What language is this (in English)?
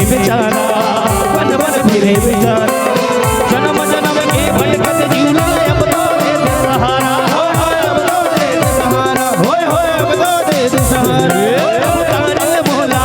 Chhattisgarhi